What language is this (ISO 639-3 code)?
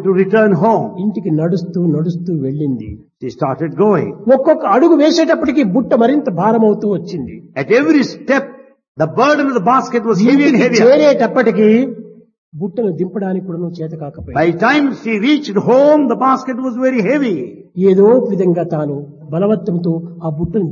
tel